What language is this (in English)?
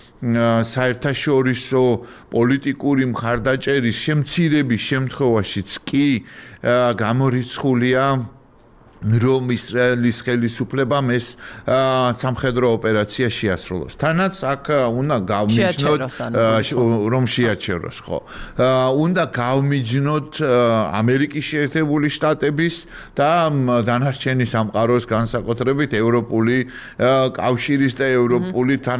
Georgian